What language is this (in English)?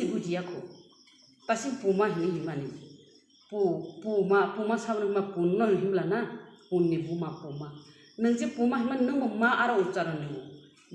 Kok Borok